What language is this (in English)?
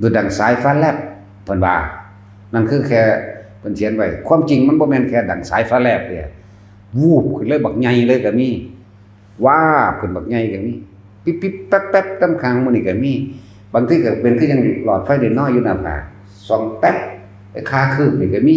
Northeastern Thai